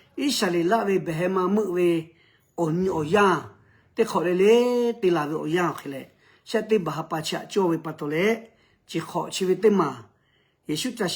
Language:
Lahu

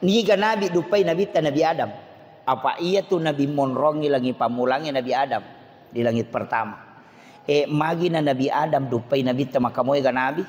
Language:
Buginese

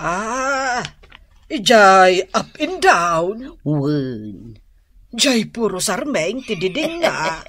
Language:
Iloko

